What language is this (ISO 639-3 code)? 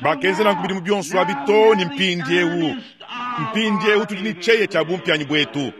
lua